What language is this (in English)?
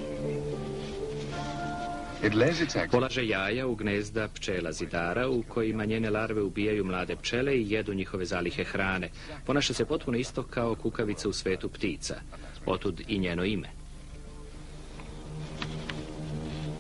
Serbian